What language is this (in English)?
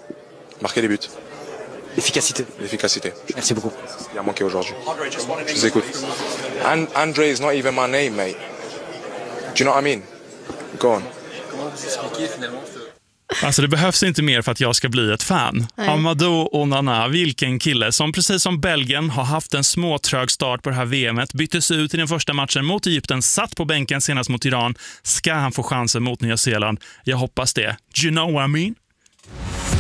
Swedish